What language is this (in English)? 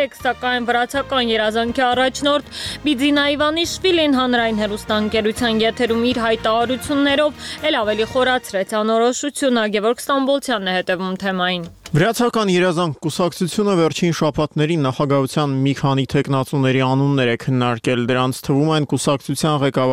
Armenian